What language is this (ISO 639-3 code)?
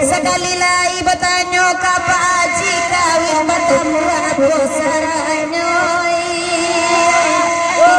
min